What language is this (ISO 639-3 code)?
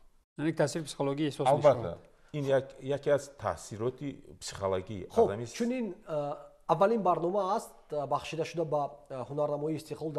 tgk